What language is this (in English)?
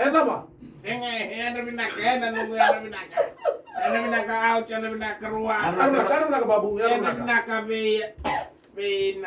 Fijian